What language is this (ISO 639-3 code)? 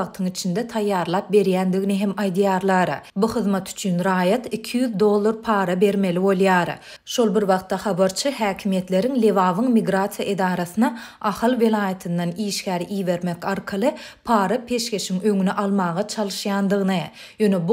tuk